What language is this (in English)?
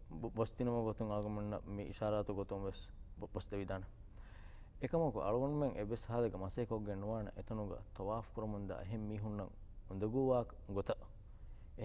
Divehi